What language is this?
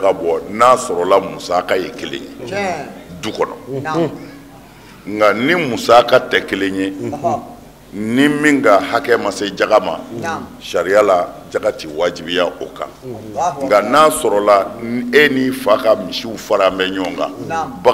Bambara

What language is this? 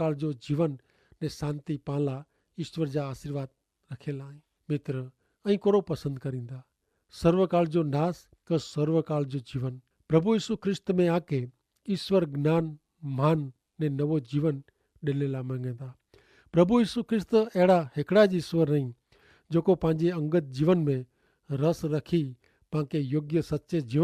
Kachhi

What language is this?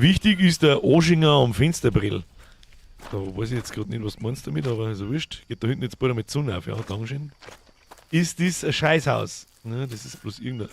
Bavarian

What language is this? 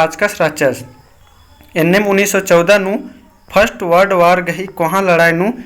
Kurukh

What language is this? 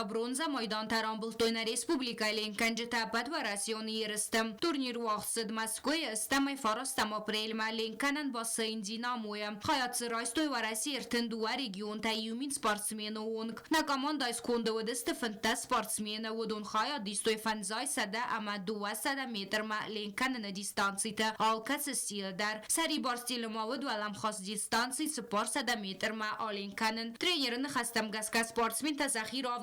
Ossetic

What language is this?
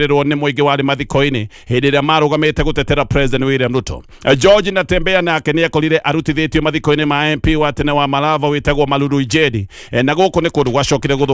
Kikuyu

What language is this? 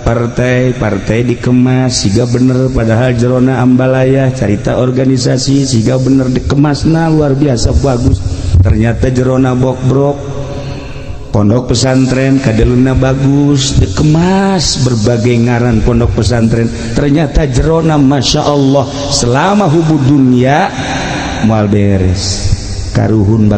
Sundanese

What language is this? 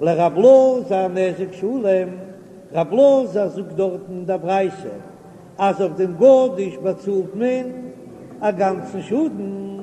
Yiddish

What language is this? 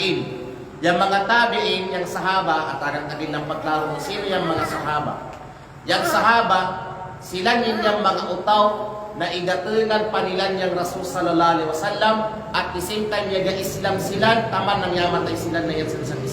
Kalagan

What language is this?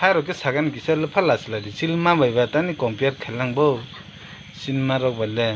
Kok Borok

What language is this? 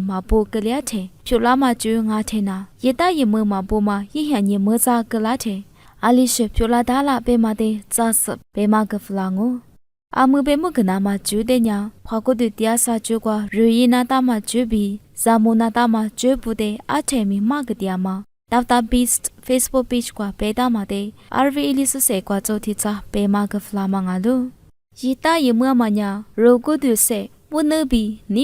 Lisu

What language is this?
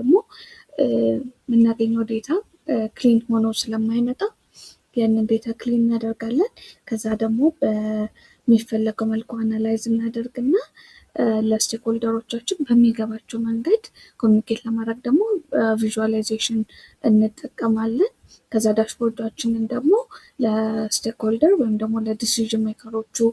Amharic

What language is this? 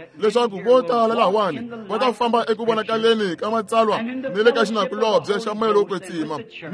Tsonga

